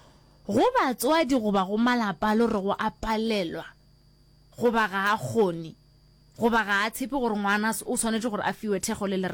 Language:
Northern Sotho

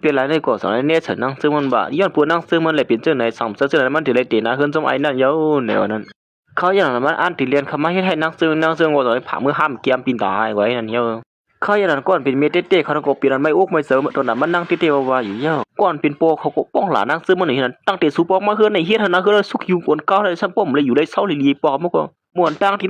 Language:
Shan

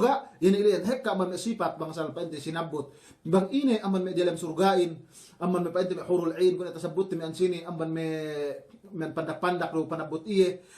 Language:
Yakan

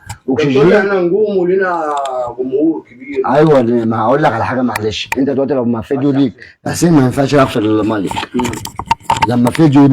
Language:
Egyptian Arabic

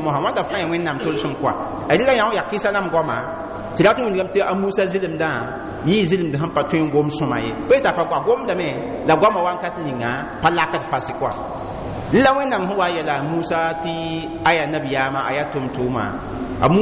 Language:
Mossi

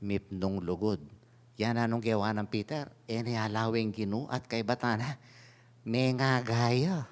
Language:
Pampanga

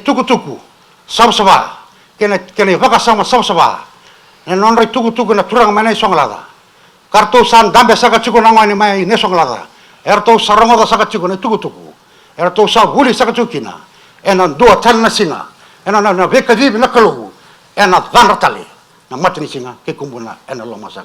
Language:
Fijian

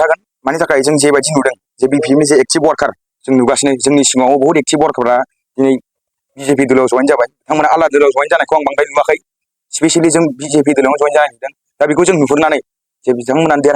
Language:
Bodo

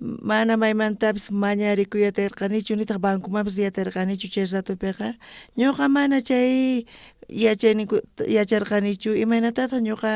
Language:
South Bolivian Quechua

